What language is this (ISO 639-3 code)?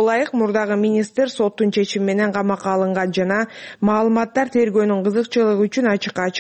kir